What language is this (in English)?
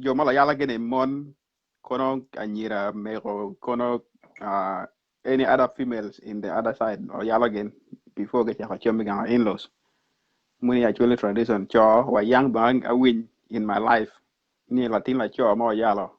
Acoli